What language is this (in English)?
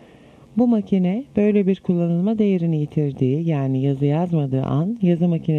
Turkish